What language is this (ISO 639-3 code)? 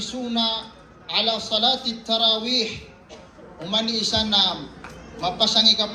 mrw